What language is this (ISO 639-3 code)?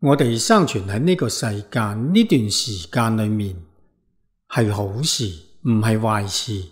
yue